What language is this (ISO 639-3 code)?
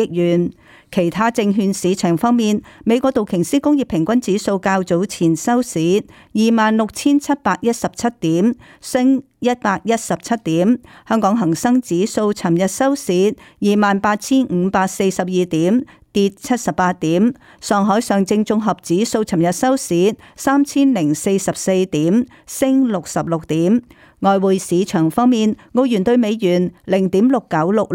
yue